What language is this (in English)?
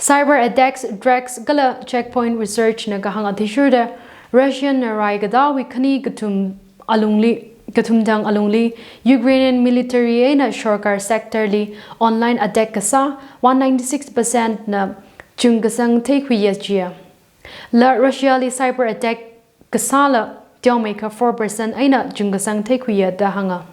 Tangkhul Naga (India)